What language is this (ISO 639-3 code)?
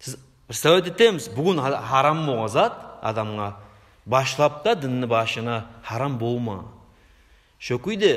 kum